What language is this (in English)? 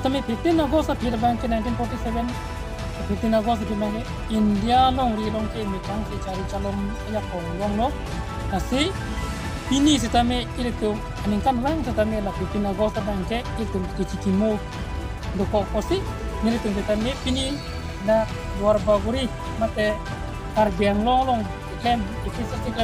Karbi